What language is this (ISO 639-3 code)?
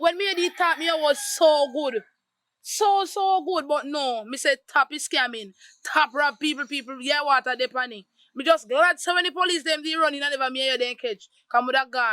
jam